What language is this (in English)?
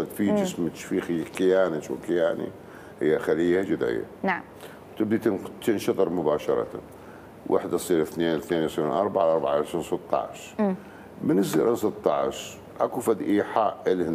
Mesopotamian Arabic